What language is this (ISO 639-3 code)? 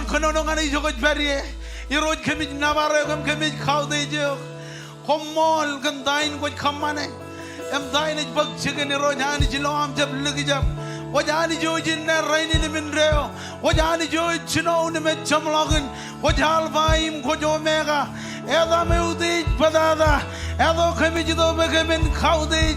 mah